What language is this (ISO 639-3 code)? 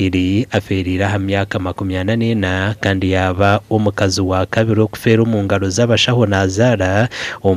nyn